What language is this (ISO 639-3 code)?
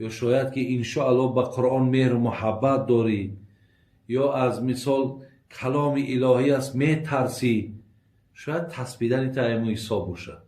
tgk